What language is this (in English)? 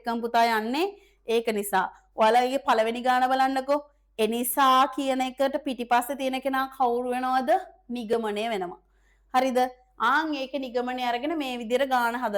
Sinhala